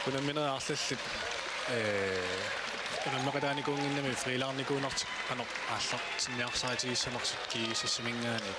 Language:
Kalaallisut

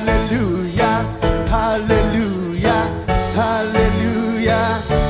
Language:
Marshallese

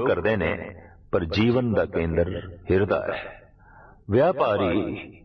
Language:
Punjabi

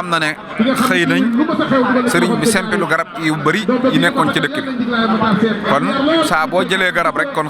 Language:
Wolof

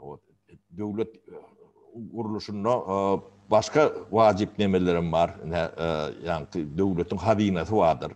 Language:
Turkmen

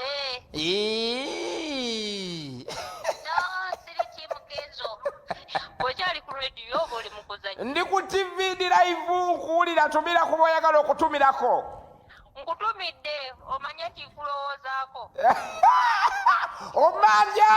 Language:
Ganda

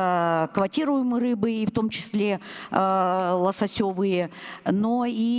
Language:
Russian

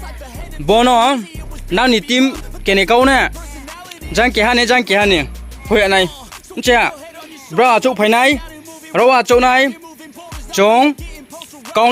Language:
Riang (India)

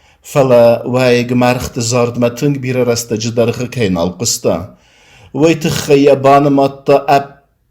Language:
Ossetic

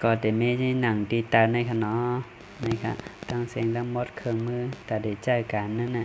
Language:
Shan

